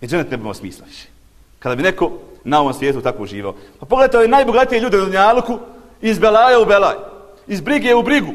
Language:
Bosnian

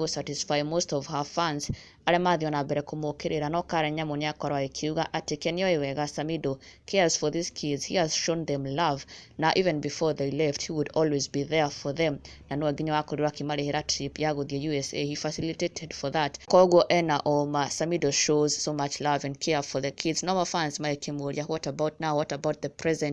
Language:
Kikuyu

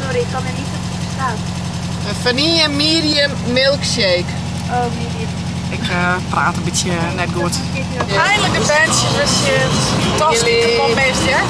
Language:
Western Frisian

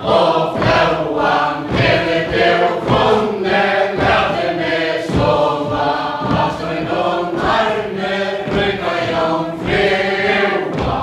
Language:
Faroese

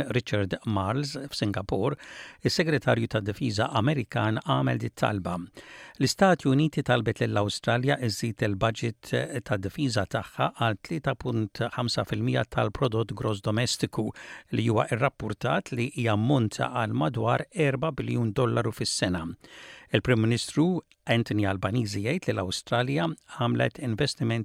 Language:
Maltese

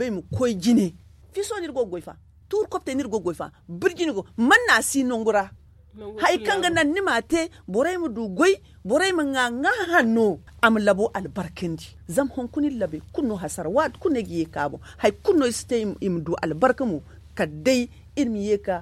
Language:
Zarma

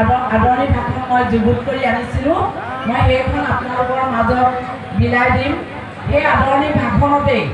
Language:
Assamese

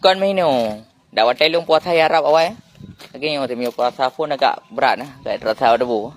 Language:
Achinese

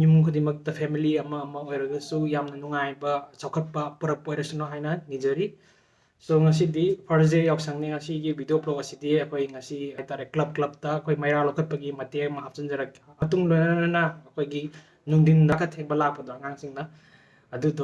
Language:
Manipuri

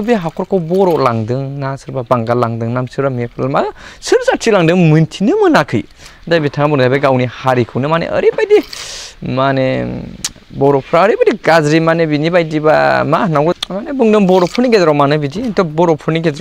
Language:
Bodo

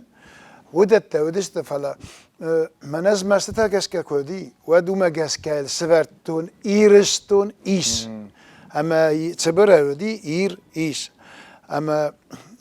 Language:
Ossetic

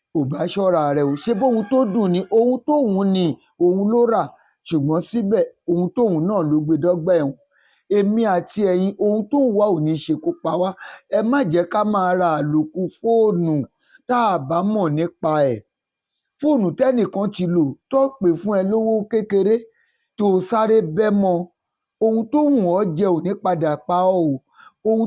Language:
Yoruba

